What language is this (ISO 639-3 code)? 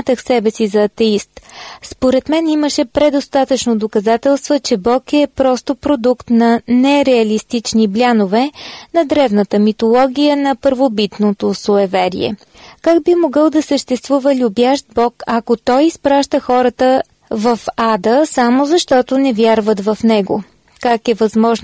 bul